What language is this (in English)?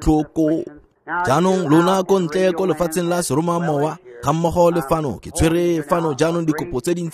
Tswana